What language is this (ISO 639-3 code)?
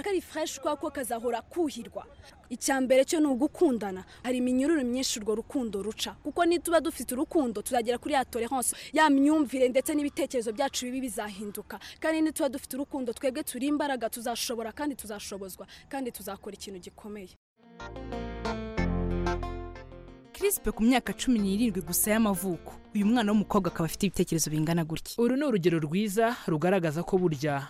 kin